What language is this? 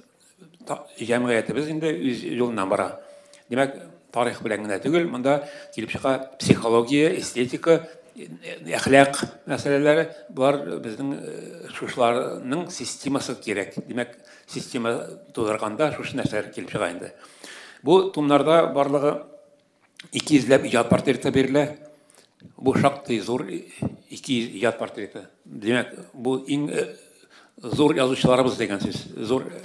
Tatar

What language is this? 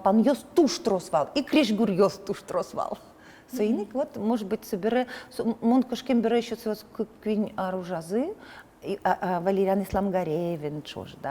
Udmurt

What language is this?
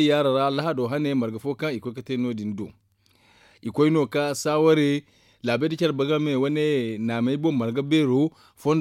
Zarma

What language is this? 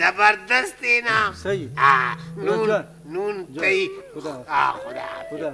Brahui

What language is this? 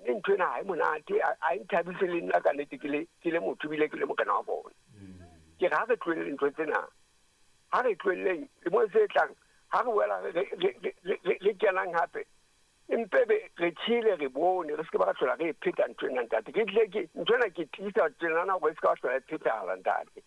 Southern Sotho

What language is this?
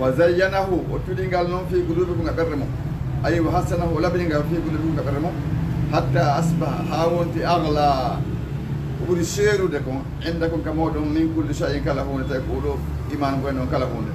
Fula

